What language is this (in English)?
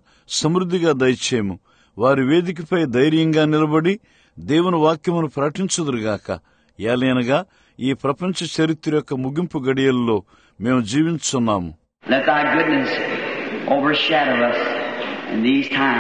Telugu